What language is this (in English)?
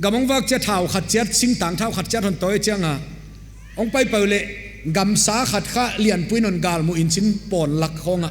Paite Chin